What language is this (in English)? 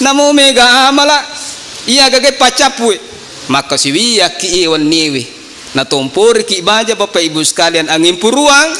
Buginese